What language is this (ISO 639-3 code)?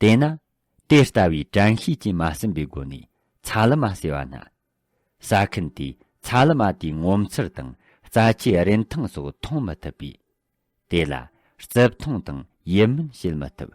bod